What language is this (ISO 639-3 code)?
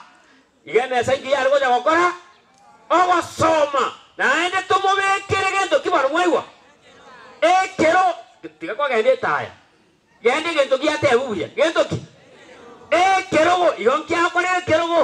guz